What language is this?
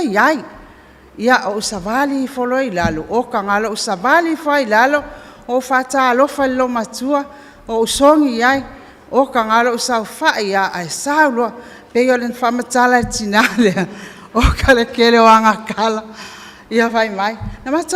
Samoan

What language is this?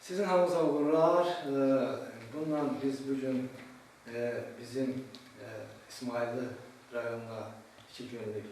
Azerbaijani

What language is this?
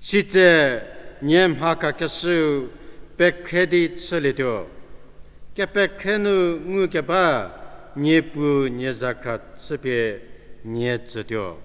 Angami Naga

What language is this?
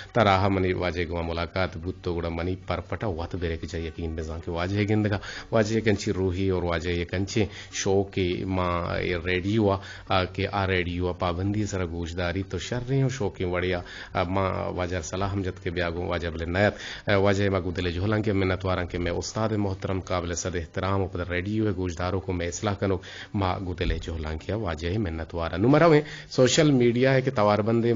Eastern Balochi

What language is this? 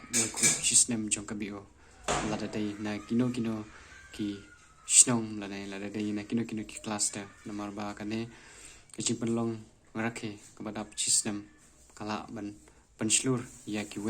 Khasi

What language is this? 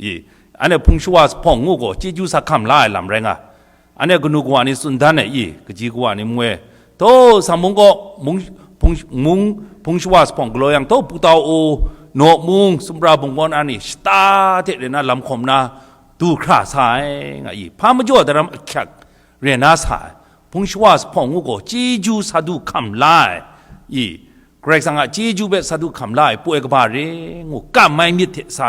Kachin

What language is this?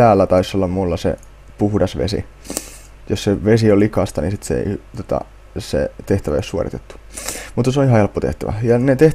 Finnish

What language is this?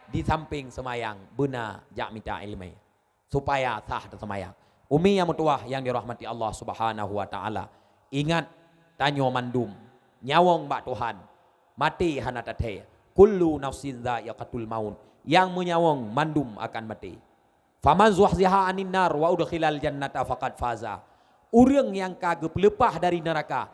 Achinese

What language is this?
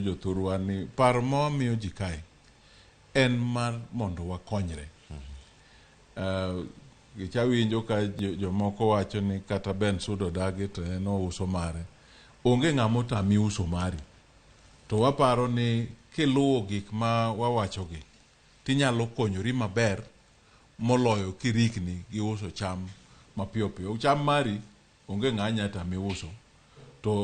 Luo (Kenya and Tanzania)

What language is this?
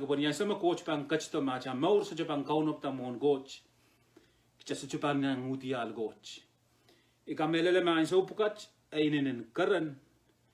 Pohnpeian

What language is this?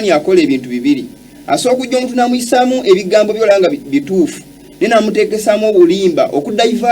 Ganda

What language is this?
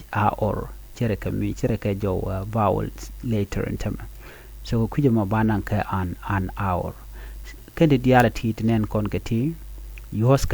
Nuer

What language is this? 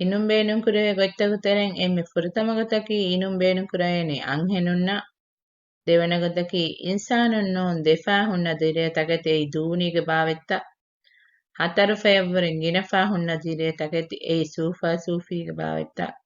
Divehi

